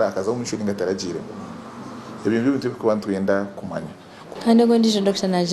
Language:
Nyankole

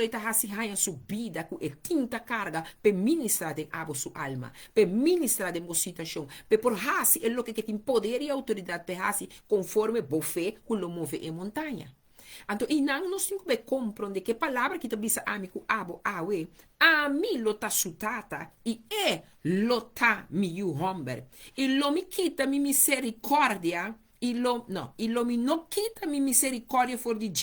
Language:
Papiamento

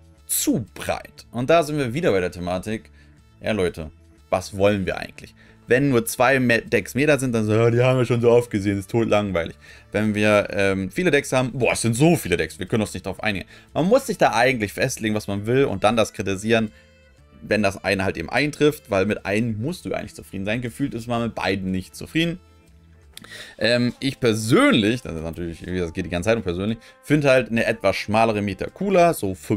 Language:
German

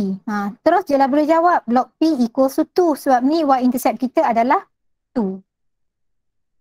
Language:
Malay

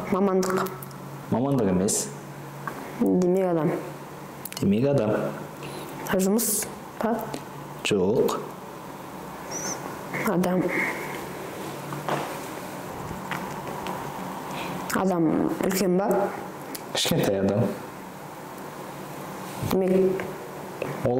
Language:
Kazakh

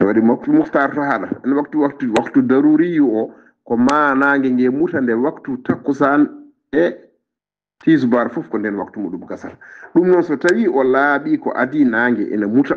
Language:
Fula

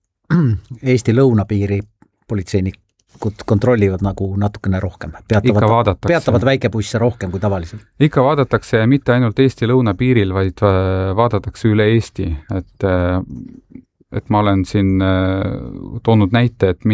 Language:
Estonian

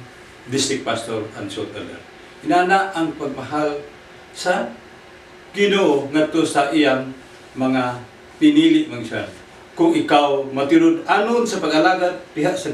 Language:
Cebuano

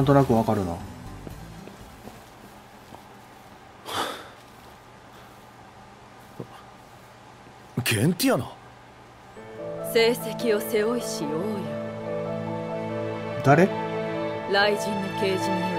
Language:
Japanese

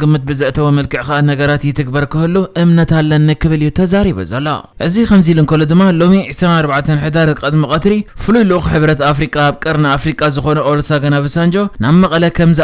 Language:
Tigrinya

